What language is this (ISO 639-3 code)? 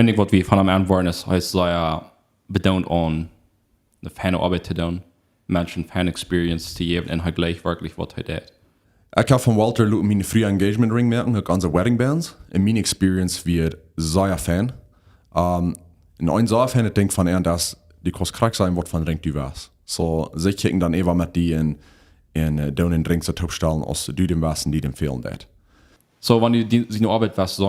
pdt